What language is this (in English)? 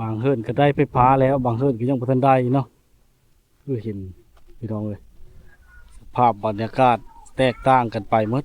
Lao